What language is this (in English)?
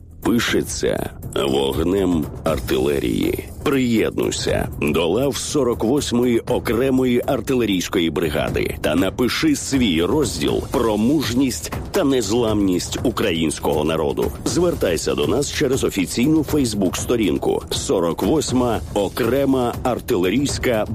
Ukrainian